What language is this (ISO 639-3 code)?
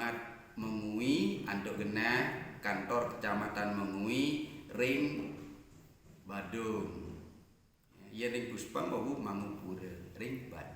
ban